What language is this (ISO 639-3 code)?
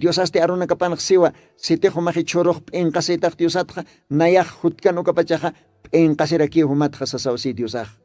aym